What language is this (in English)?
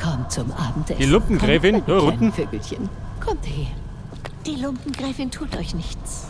Bavarian